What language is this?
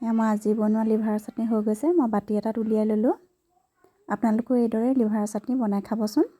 Assamese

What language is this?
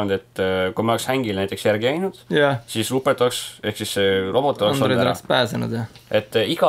Estonian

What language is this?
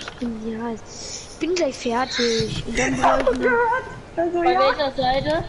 Bavarian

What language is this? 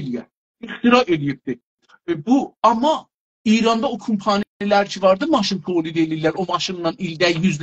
South Azerbaijani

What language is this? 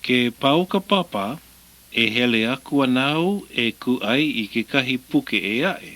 Hawaiian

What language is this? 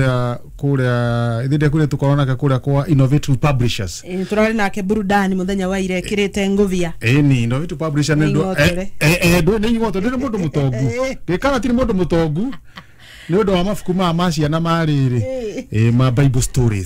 Kikuyu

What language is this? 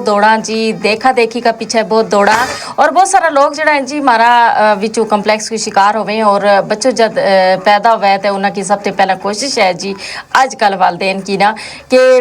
Gujari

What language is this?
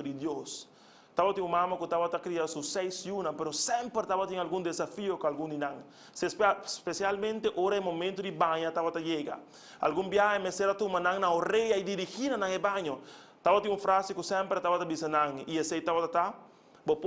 Papiamento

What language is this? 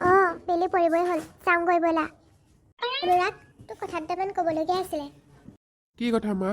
Assamese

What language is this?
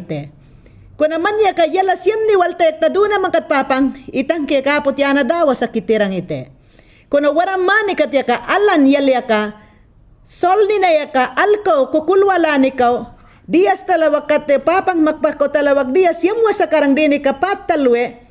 Mayangna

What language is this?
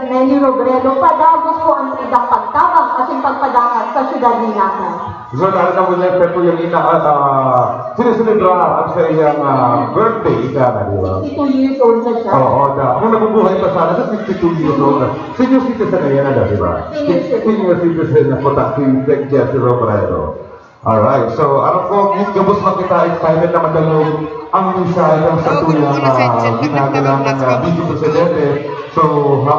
Bikol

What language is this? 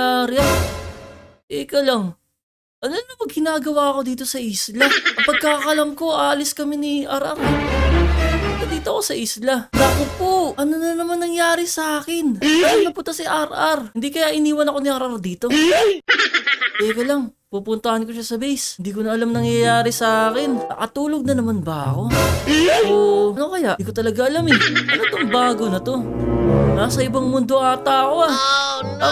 Filipino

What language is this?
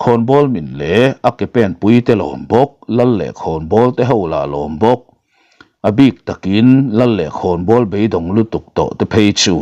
Mizo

